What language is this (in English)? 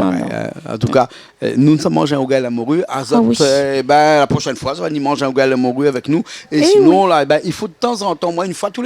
Réunion Creole French